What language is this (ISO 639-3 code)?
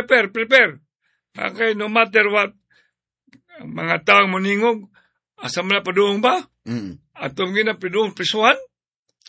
ceb